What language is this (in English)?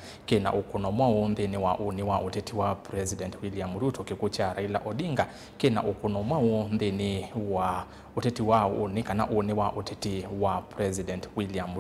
Kamba